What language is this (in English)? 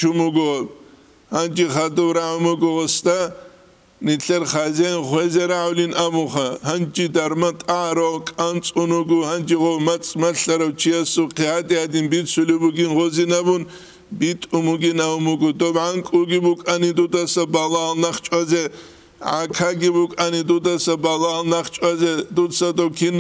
Avaric